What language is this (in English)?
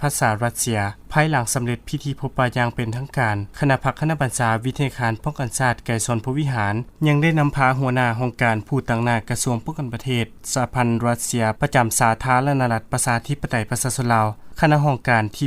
Lao